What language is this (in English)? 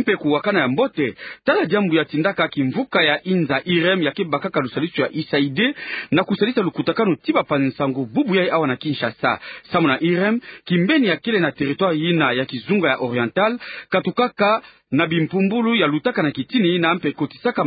Kituba (Democratic Republic of Congo)